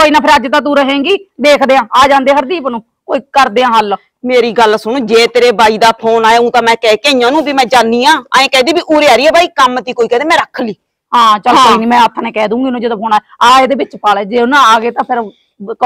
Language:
Punjabi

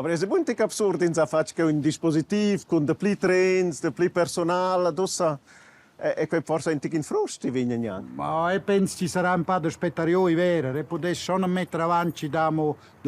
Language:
Romansh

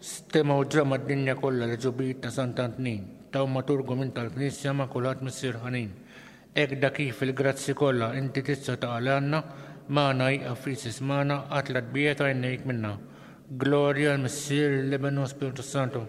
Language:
Maltese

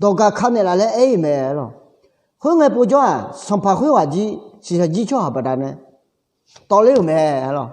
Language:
Akha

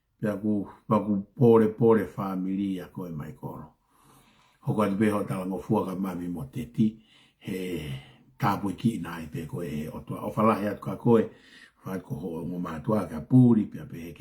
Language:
Tongan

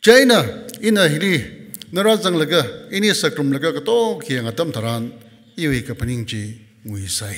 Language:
Tangkhul Naga (India)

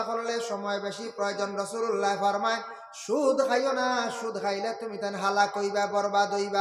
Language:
Sylheti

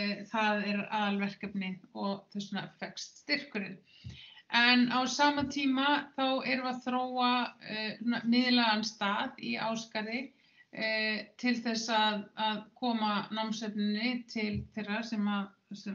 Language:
Icelandic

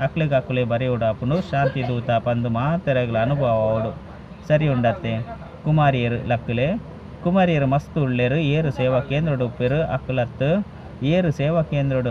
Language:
Tulu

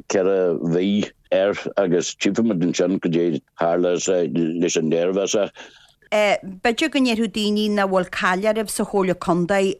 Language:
Irish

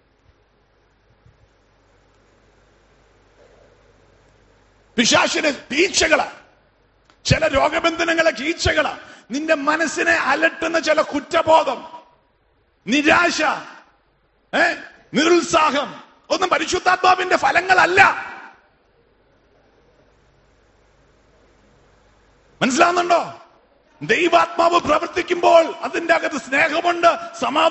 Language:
Malayalam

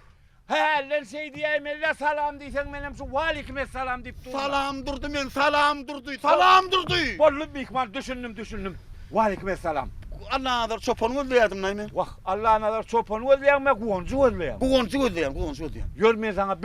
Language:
Turkmen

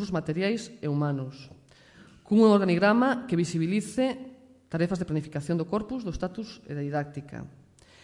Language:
Galician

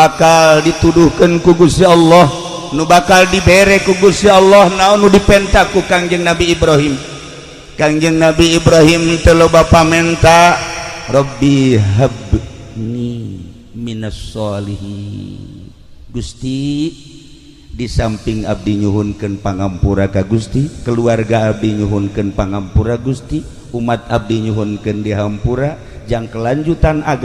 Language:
Sundanese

